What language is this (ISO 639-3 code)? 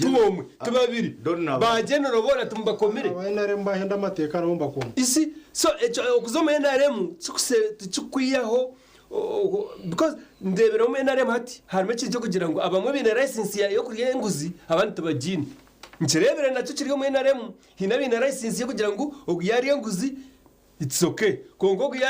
nyn